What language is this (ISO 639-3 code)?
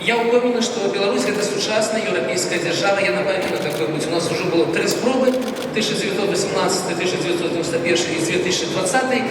bel